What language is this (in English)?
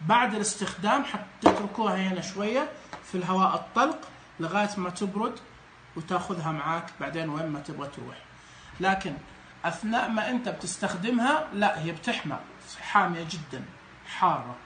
Najdi Arabic